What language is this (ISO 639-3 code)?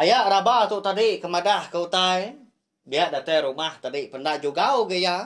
iba